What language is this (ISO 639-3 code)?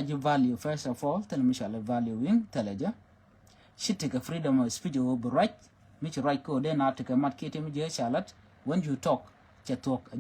nus